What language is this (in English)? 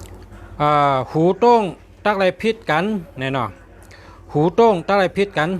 Shan